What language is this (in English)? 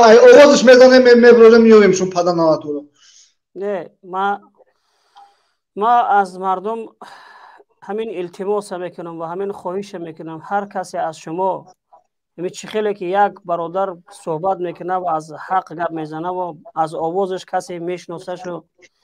Persian